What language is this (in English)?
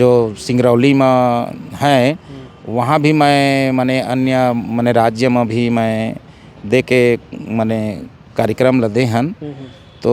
Chhattisgarhi